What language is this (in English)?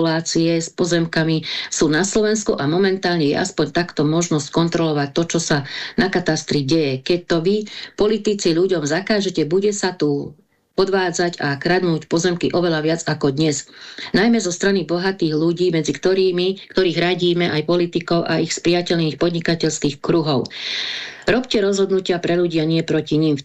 Slovak